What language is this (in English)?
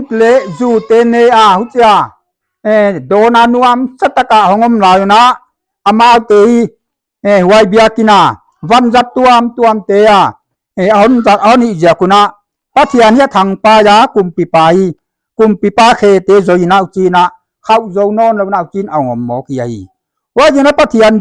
Paite Chin